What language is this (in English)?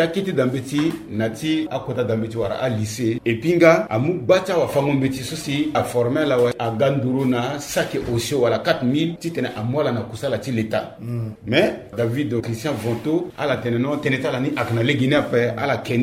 Sango